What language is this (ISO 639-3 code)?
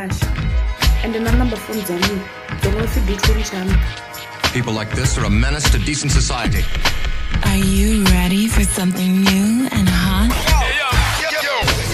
ven